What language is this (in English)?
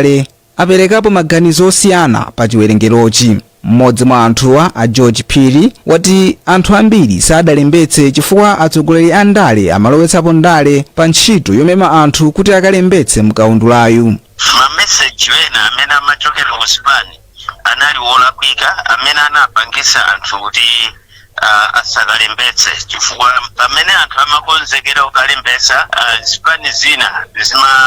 Nyanja